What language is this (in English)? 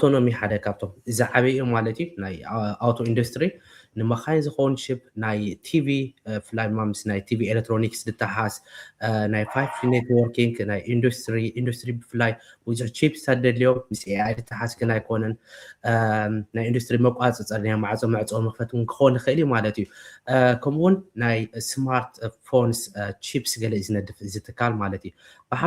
Tigrinya